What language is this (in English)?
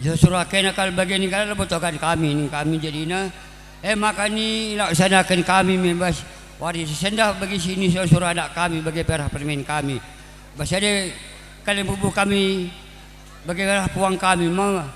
Batak Karo